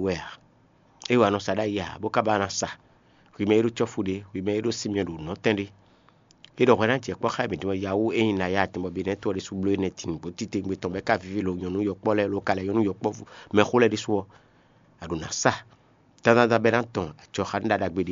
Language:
Fon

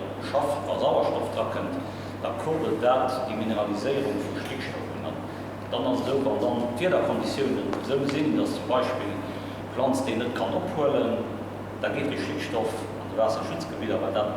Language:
Luxembourgish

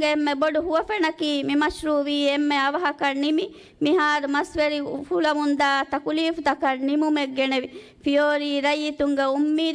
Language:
Divehi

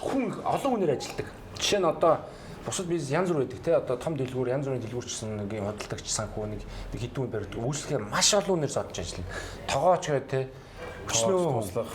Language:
Mongolian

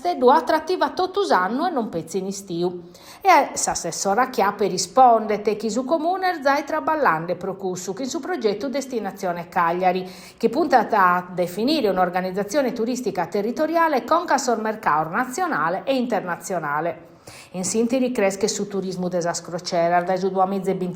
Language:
Sardinian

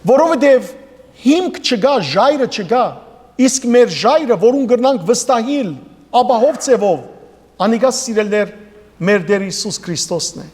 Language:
Western Armenian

